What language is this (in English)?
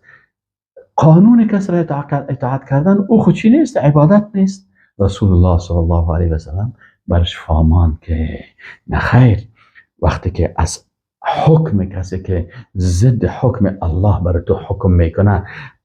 Persian